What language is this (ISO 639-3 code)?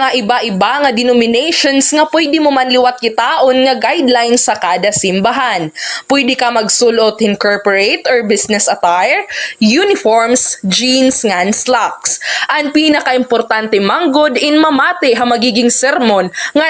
war